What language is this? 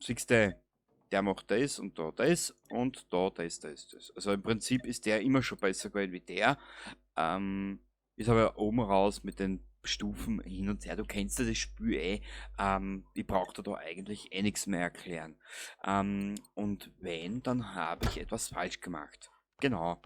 Bavarian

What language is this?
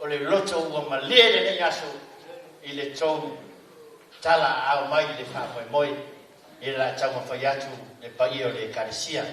Samoan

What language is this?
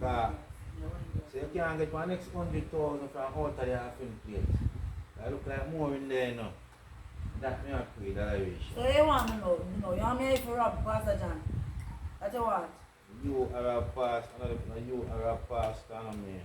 Jamaican Creole English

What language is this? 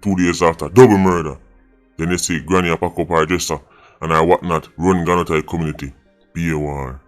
Jamaican Creole English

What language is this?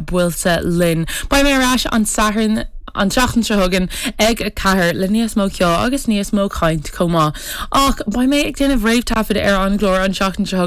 Irish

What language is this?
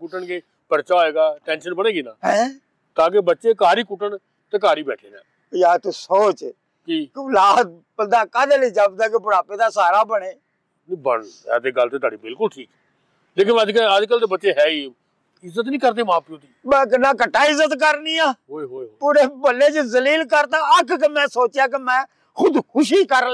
Punjabi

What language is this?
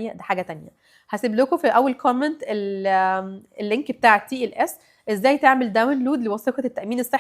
Egyptian Arabic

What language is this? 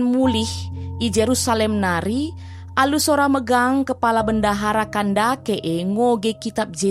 Batak Karo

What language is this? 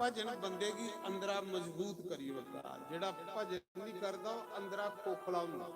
Dogri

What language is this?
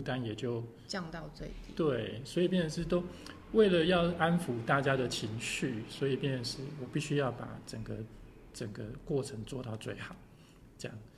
Chinese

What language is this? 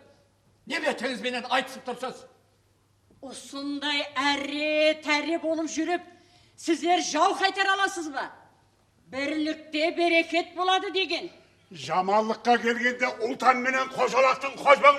Kara-Kalpak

